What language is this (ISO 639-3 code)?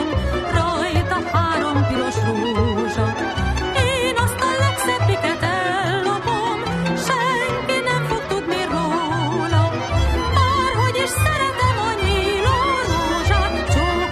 hun